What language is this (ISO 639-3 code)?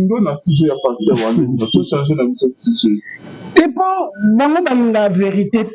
lin